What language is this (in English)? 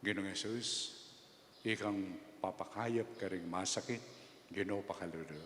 Pampanga